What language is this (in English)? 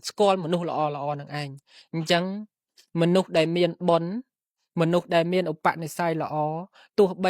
Khmer